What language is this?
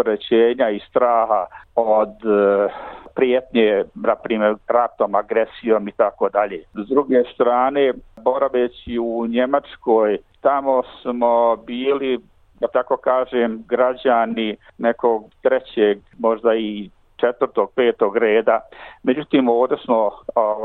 Bosnian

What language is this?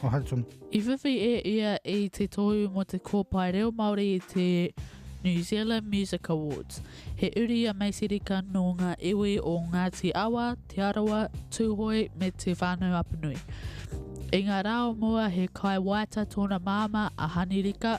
Māori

